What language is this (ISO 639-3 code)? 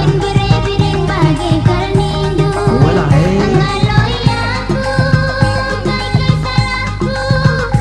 btx